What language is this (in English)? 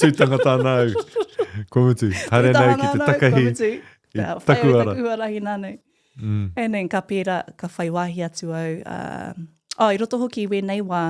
Māori